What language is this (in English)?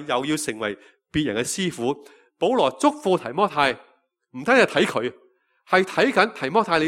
Cantonese